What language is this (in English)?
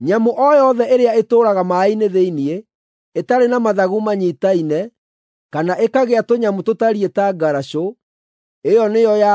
Kikuyu